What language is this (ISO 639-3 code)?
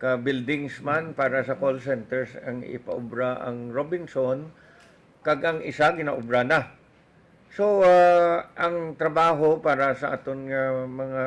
hil